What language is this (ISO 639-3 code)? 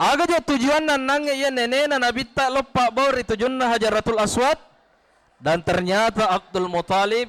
bug